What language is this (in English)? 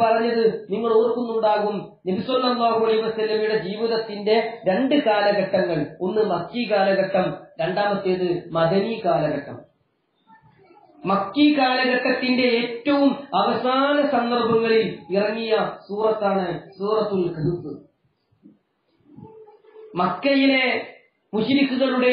Malayalam